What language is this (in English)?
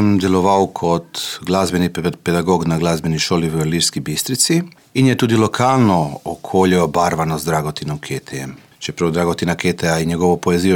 Slovenian